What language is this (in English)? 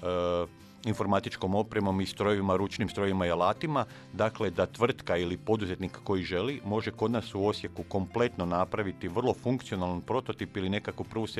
Croatian